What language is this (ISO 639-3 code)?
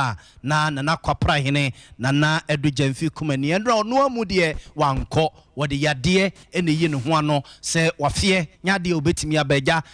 aka